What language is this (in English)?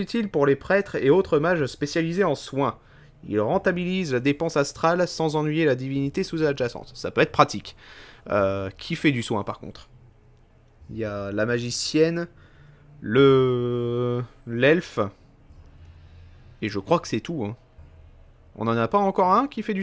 French